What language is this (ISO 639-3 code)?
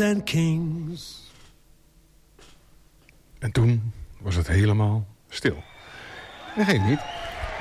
nld